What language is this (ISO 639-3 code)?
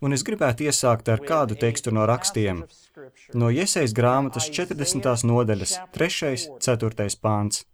lav